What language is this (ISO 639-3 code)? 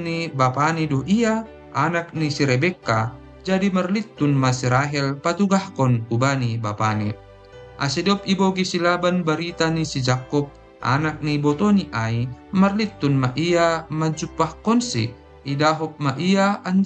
bts